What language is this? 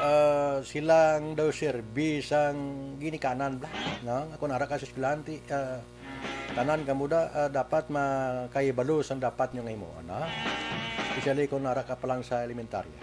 Hiligaynon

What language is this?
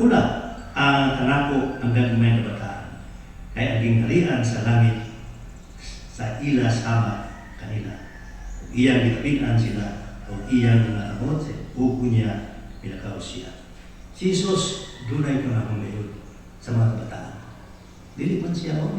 Cebuano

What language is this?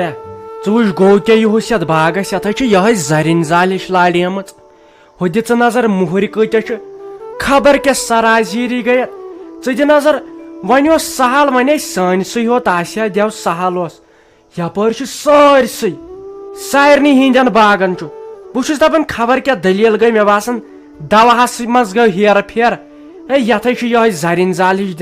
Kashmiri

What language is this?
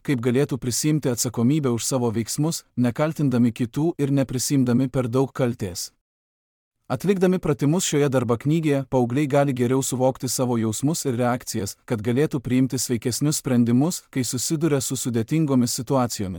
Lithuanian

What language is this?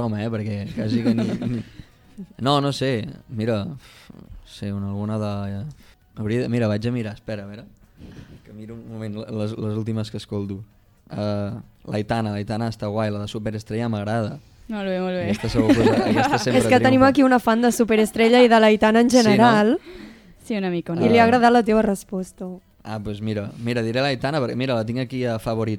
Catalan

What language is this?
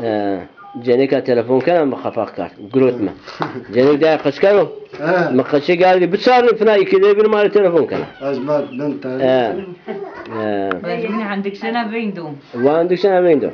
Zaza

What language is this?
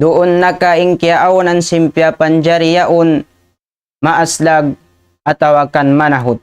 Tausug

